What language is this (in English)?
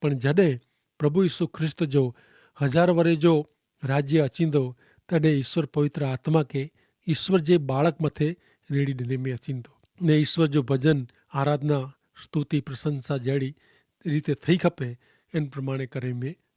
Kachhi